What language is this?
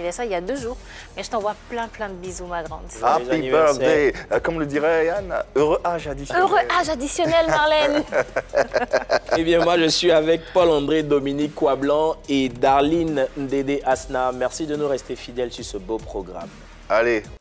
French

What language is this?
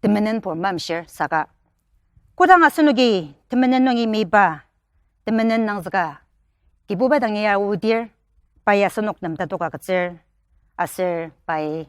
Ao Naga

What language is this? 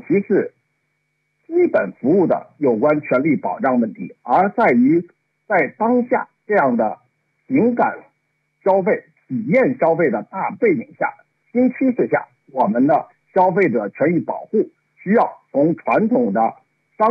Chinese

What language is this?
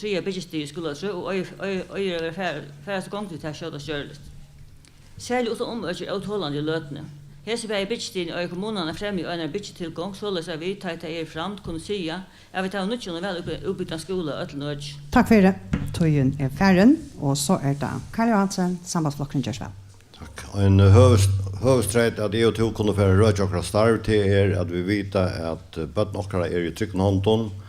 Faroese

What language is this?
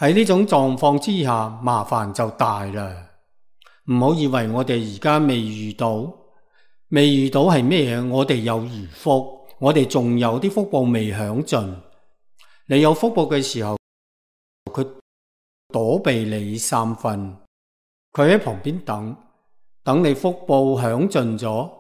Cantonese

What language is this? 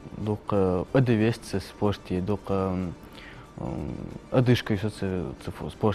Ingush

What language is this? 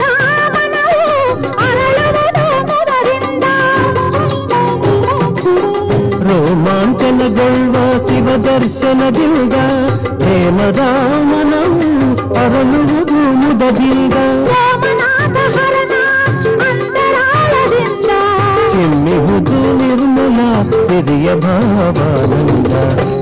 Kannada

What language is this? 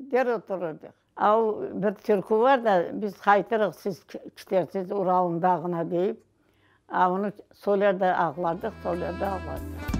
Crimean Tatar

